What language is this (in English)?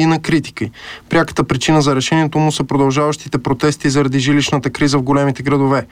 Bulgarian